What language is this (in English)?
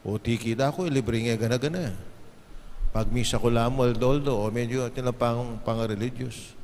Pampanga